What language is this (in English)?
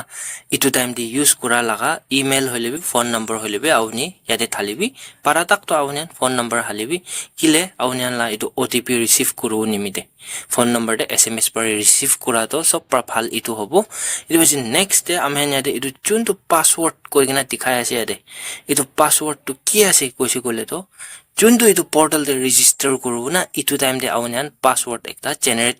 Naga Pidgin